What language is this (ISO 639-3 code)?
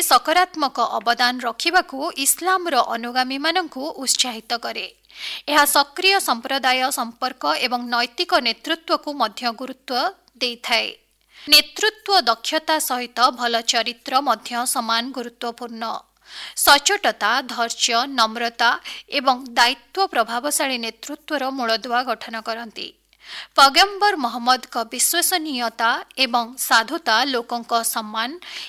ori